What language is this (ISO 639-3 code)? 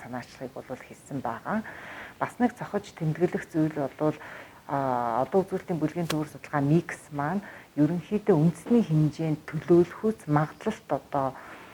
mon